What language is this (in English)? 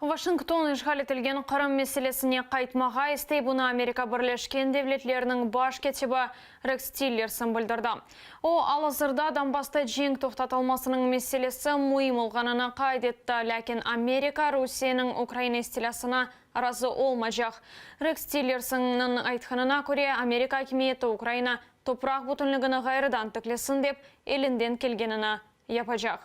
Crimean Tatar